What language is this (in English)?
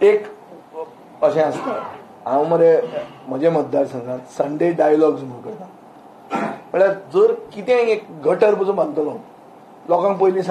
Konkani